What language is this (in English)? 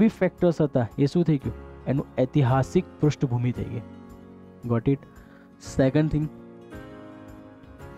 Gujarati